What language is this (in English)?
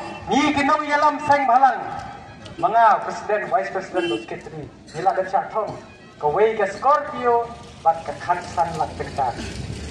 Khasi